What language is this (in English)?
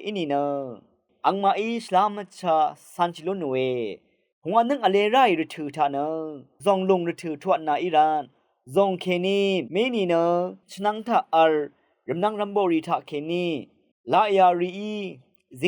Rawang